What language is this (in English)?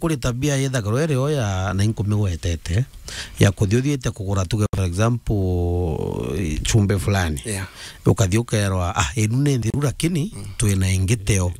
Meru